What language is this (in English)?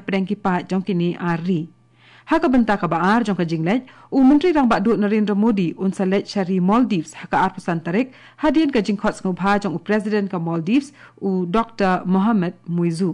Khasi